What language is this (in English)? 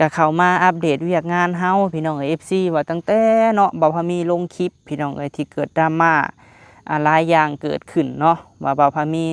Lao